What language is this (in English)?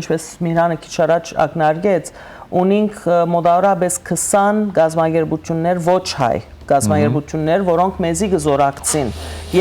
Western Armenian